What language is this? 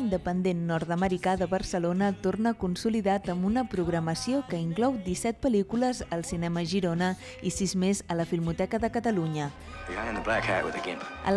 Catalan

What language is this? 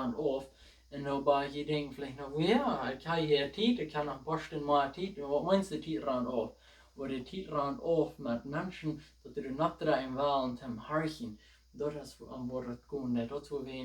Plautdietsch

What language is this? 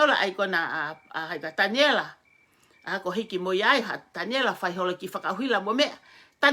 Tongan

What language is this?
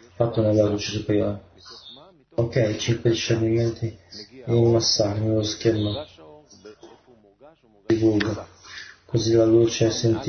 Italian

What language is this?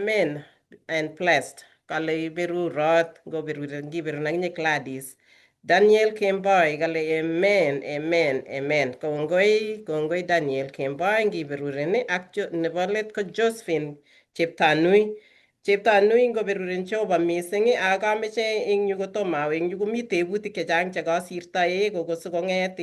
Kalenjin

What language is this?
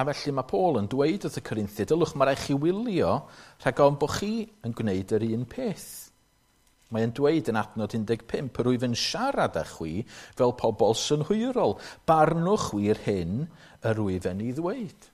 Welsh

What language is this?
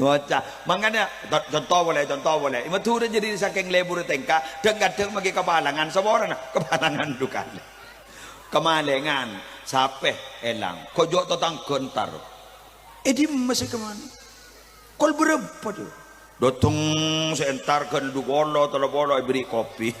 Madurese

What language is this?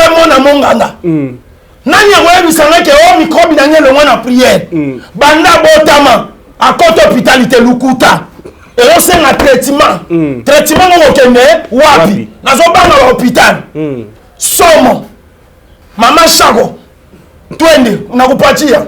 Lingala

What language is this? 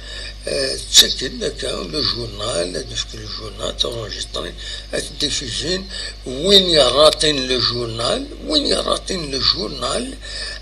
Kabyle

